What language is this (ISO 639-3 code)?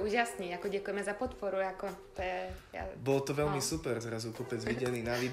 slk